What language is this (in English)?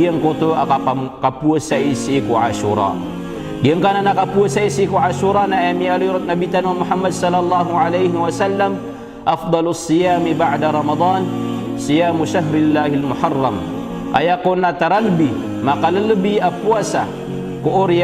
Maranao